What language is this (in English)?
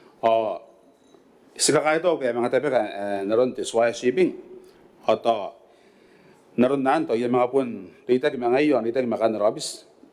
Gilbertese